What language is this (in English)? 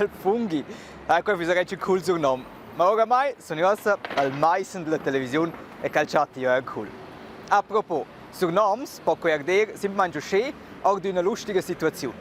Romansh